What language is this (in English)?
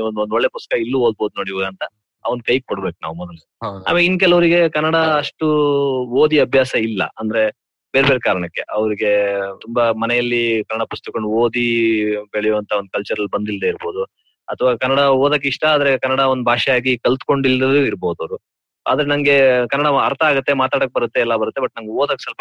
Kannada